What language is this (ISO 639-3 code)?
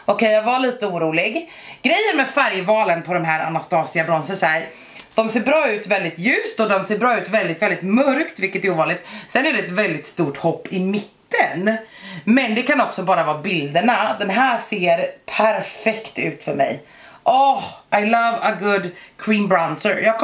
swe